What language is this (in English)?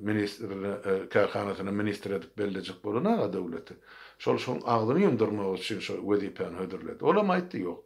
Turkmen